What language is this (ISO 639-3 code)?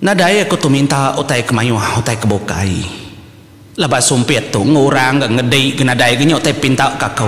iba